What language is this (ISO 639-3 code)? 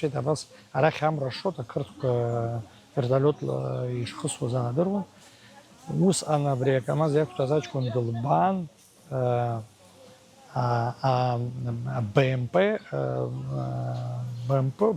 abk